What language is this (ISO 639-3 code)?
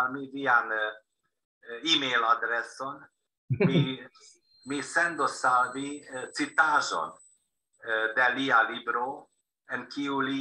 epo